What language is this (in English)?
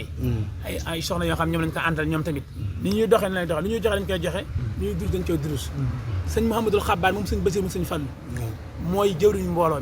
Wolof